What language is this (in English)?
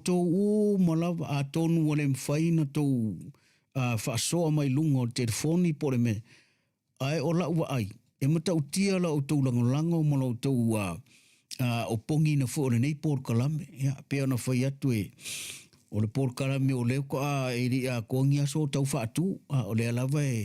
Samoan